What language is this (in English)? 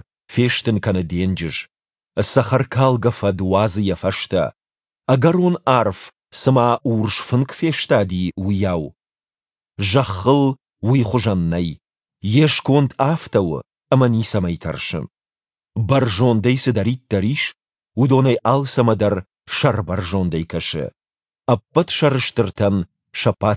Ossetic